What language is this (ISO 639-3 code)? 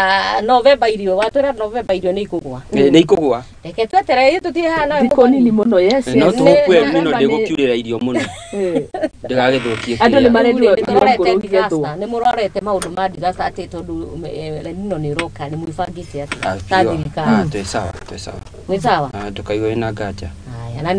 kik